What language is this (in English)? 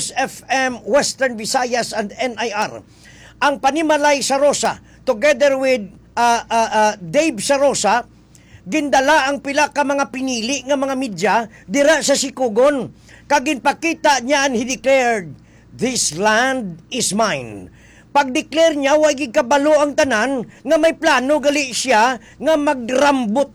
Hiligaynon